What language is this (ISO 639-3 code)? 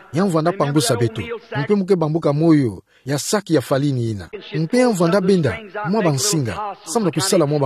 ktu